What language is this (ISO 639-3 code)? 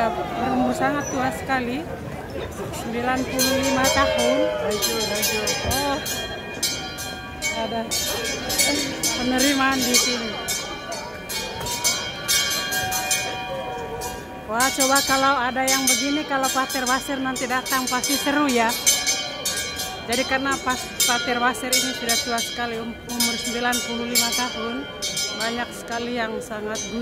ind